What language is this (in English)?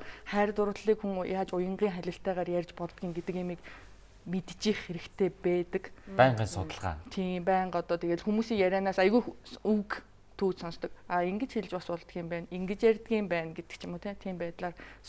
Mongolian